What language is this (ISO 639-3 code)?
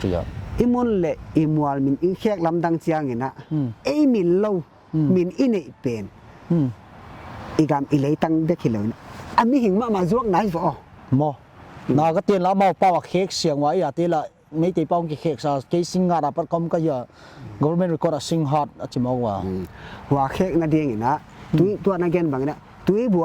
pck